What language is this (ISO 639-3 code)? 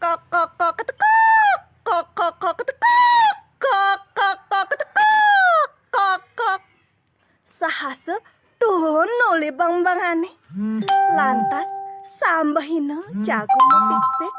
ban